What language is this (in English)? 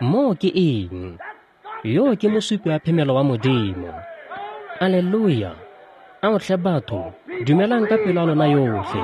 Tswana